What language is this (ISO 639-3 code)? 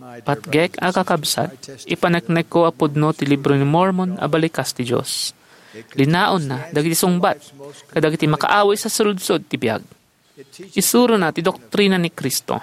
ilo